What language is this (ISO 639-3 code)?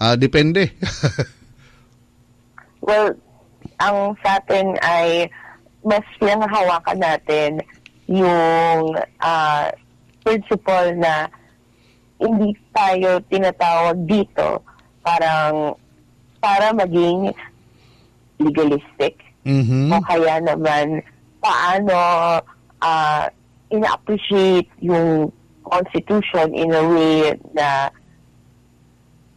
ceb